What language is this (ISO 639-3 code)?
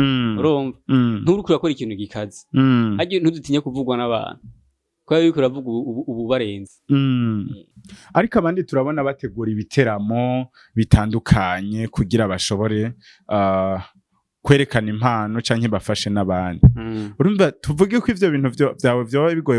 run